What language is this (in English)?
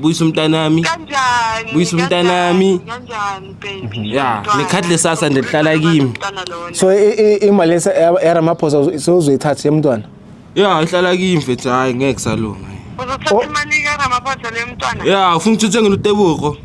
Zulu